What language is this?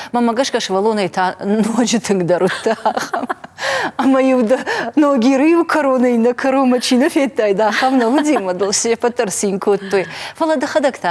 Ossetic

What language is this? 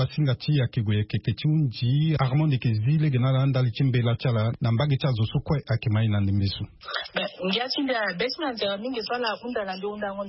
Sango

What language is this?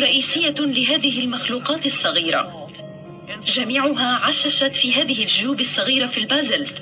Arabic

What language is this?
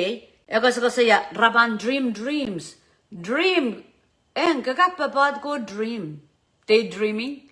Pohnpeian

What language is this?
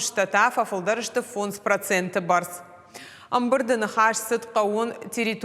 Ossetic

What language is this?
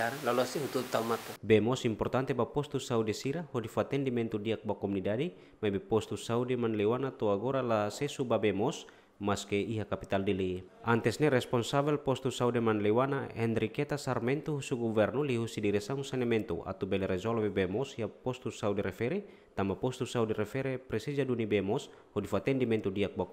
Tetum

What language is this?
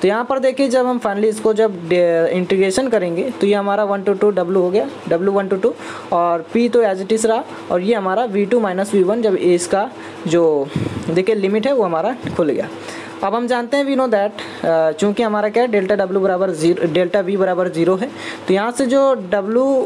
Hindi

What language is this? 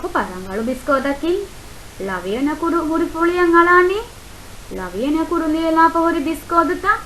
Divehi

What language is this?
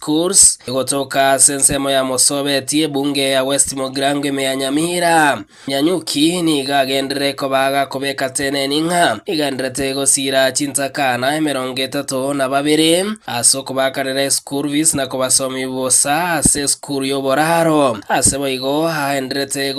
Gusii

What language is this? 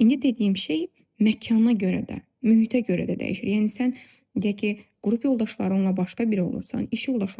Azerbaijani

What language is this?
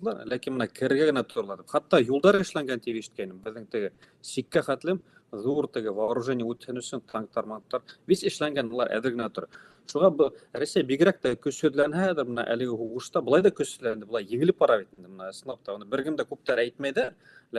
Bashkir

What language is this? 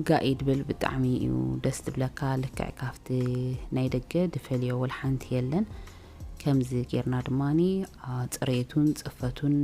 Tigrinya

